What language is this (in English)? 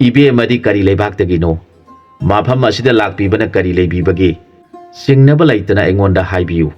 Manipuri